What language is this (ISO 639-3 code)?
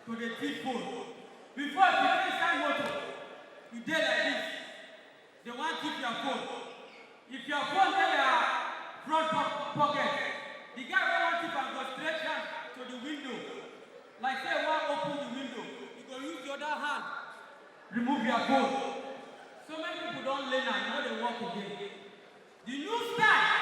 pcm